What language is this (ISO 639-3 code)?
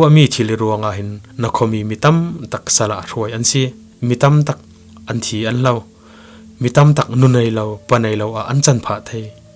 cfm